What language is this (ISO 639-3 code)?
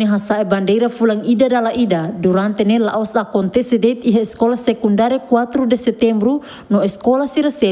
tet